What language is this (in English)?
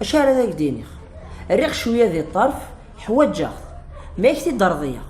Kabyle